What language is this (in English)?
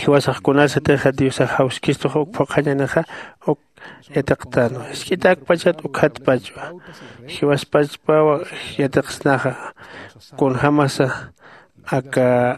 Aymara